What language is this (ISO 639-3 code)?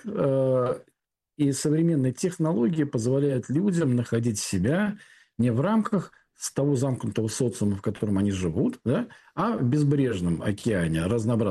rus